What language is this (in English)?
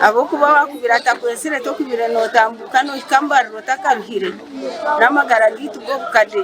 Nyankole